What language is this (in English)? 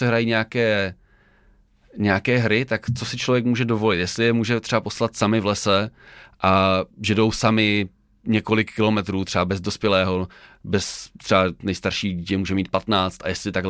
Czech